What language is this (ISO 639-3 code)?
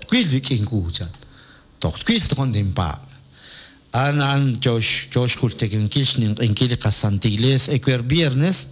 kek